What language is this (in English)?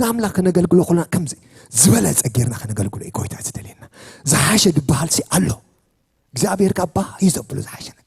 Tigrinya